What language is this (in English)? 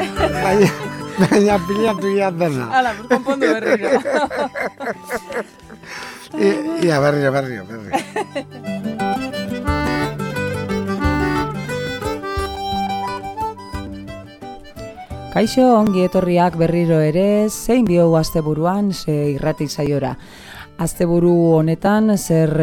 Basque